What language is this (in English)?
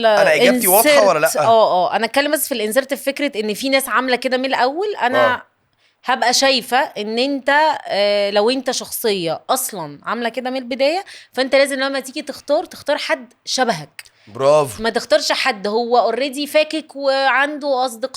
Egyptian Arabic